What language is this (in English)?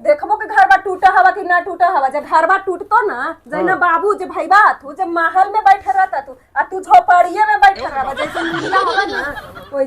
Magahi